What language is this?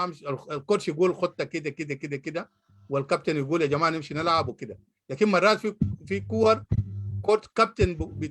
Sudanese Arabic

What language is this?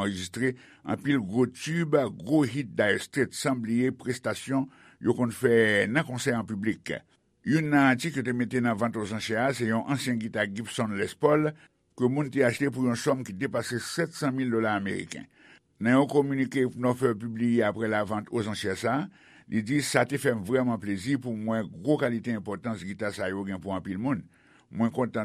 Haitian Creole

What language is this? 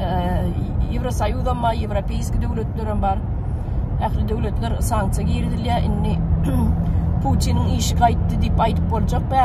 Turkmen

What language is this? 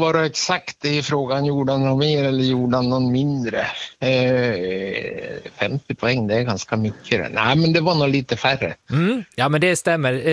Swedish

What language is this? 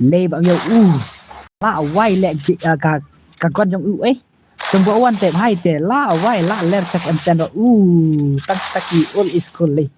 Khasi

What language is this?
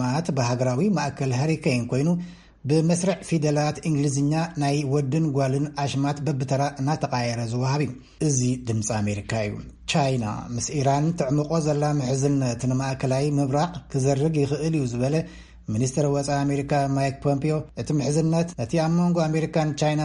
Tigrinya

